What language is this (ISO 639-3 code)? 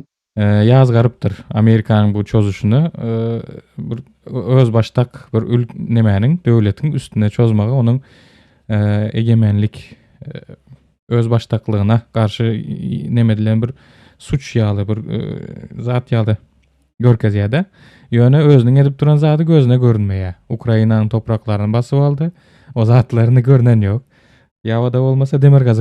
tuk